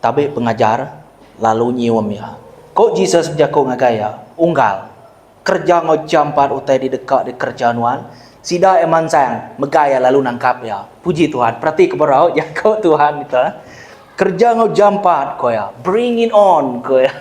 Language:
Iban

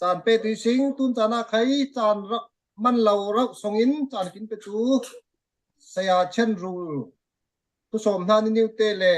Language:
Falam Chin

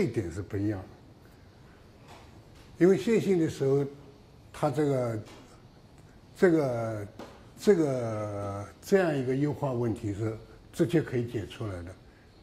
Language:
Chinese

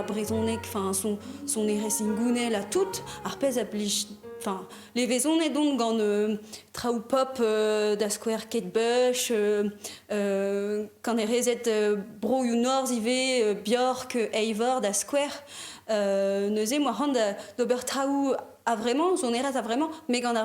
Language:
Breton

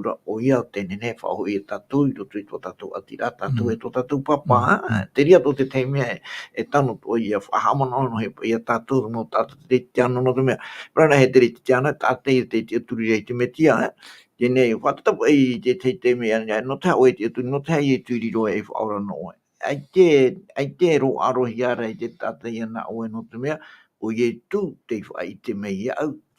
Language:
Tahitian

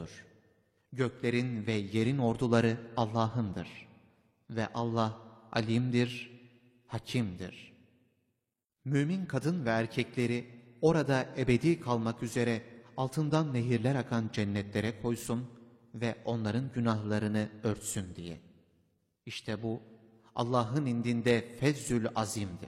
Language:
Turkish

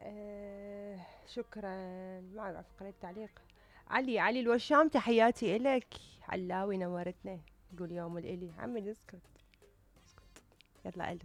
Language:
Mesopotamian Arabic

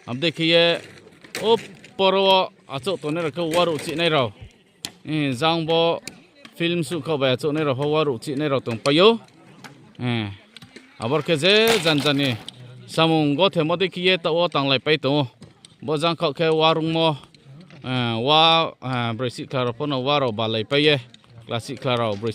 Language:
Riang (India)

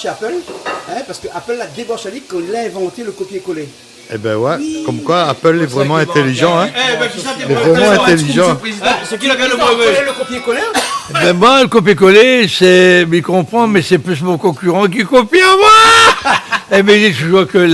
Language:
Réunion Creole French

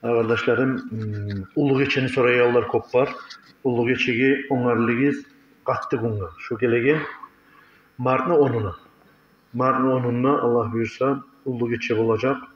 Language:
Kumyk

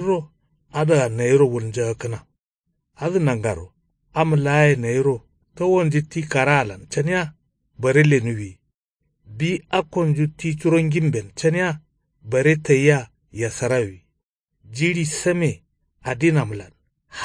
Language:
Kanuri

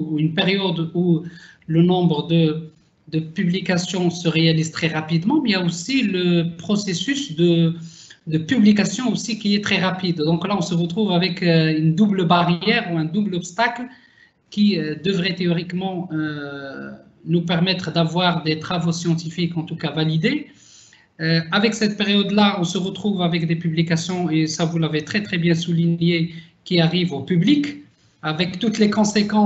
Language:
French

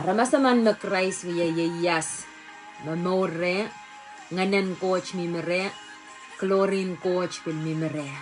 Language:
Pohnpeian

